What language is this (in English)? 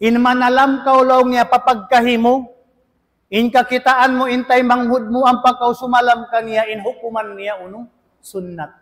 Tausug